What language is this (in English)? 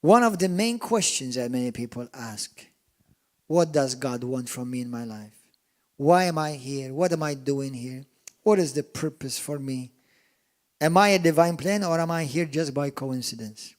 English